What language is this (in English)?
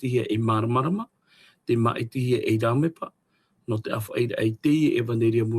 Tahitian